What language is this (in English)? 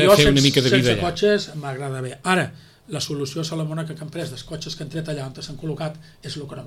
Catalan